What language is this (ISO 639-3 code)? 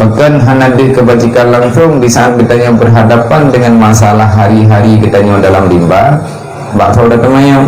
ace